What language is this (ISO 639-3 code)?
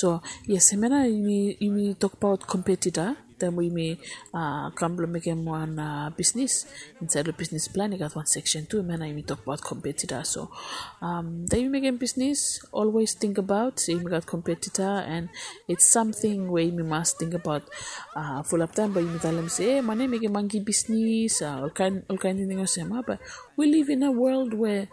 bis